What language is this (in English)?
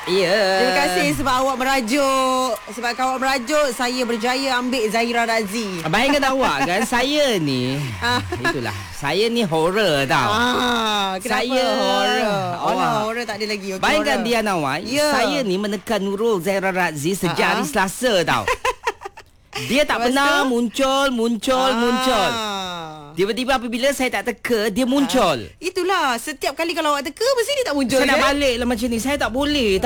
Malay